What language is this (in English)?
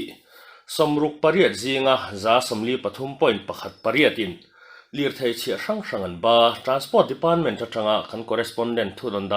Mizo